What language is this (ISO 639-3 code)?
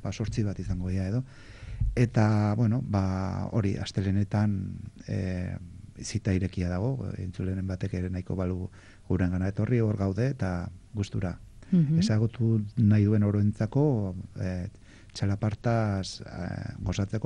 eus